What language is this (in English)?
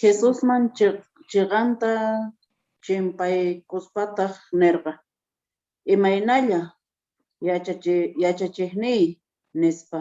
Quechua